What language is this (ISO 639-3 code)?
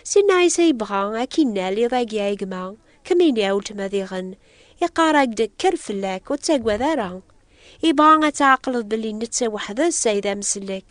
kab